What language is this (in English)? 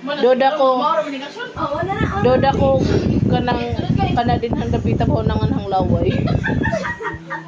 Cebuano